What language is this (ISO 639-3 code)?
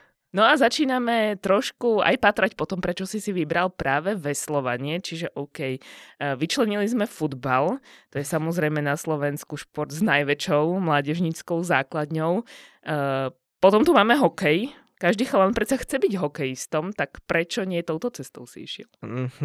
slk